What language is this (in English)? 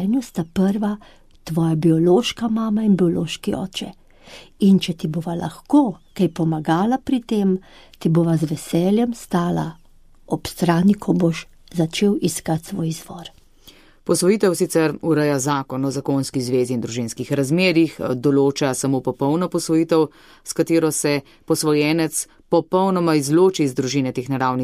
Slovenian